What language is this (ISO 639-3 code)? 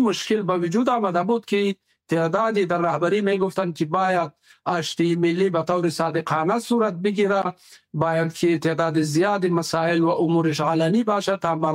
fas